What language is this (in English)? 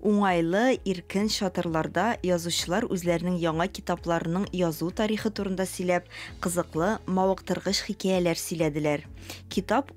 Tatar